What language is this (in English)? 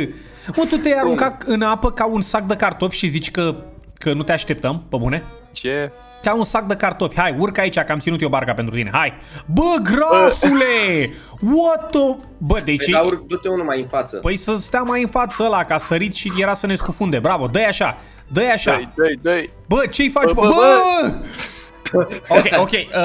Romanian